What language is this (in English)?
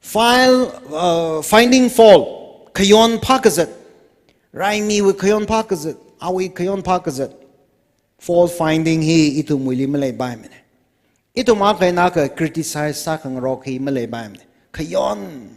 Tangkhul Naga (India)